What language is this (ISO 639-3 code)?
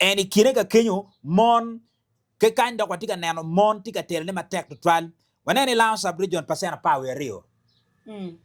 ach